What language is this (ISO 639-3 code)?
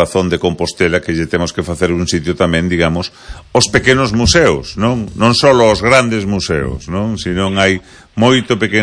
glg